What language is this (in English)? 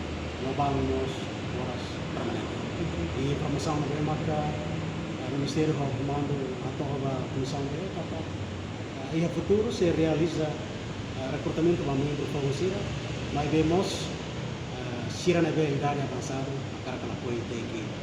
Tetum